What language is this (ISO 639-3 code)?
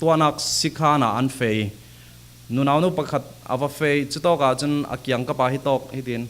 cfm